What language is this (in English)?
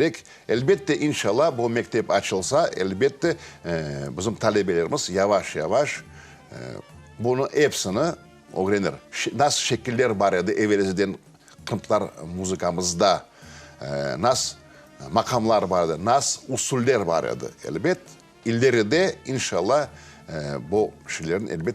Crimean Tatar